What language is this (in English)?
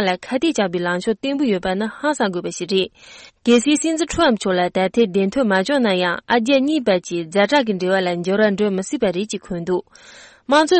Tibetan